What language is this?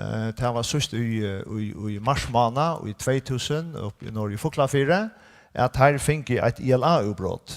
Faroese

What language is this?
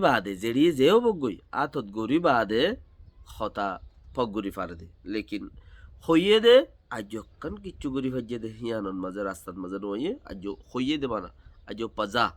Rohingya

